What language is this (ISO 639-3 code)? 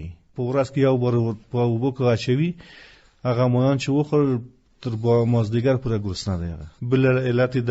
pus